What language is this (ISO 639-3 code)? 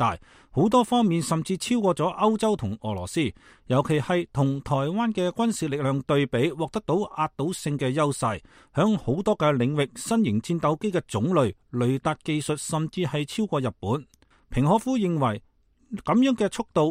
yue